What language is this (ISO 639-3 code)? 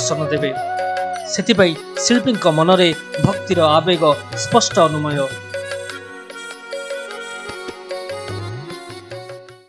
ori